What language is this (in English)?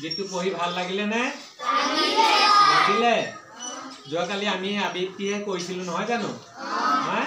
Assamese